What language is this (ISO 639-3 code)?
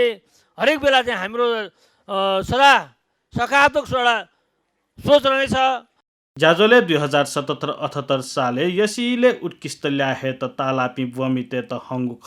new